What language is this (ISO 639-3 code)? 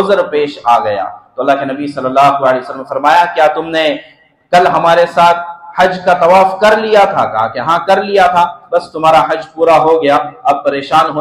urd